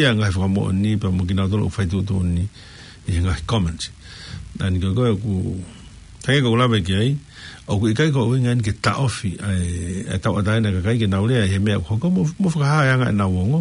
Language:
Tongan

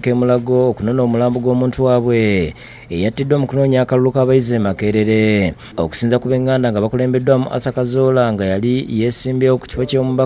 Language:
Ganda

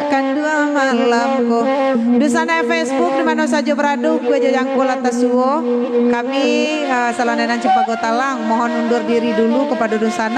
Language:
Minangkabau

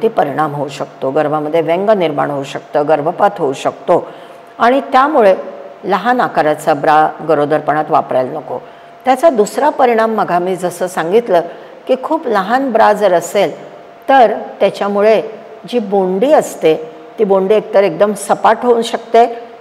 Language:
Marathi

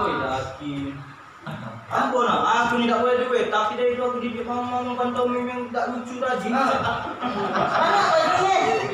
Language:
Musi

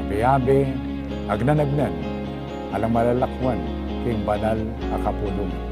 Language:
Pampanga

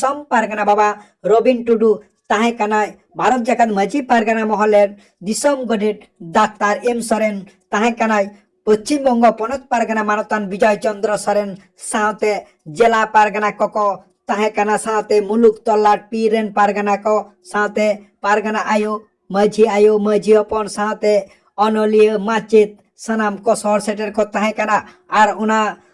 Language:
Santali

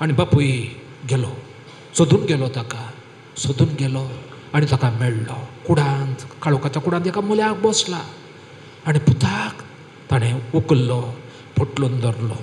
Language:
Konkani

